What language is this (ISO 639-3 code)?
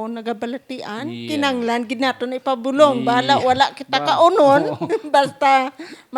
hil